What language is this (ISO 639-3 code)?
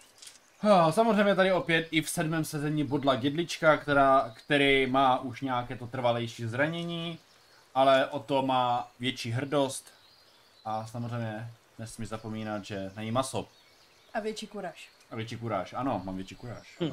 ces